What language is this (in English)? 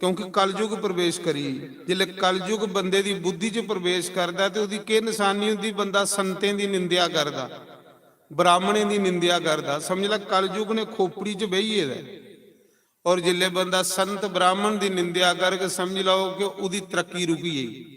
Dogri